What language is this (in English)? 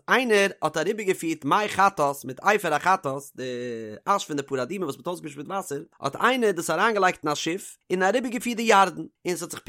Yiddish